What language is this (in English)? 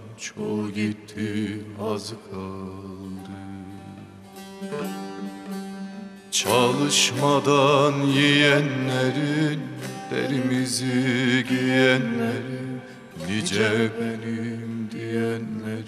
Turkish